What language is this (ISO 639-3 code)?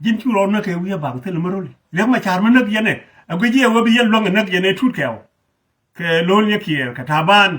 nus